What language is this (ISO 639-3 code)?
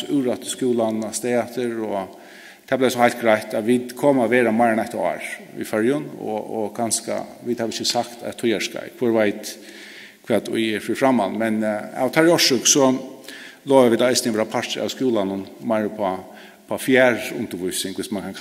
fao